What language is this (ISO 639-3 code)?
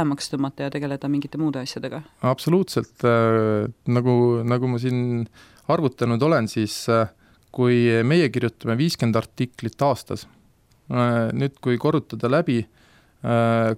est